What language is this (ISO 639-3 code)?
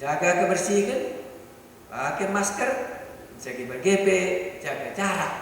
btx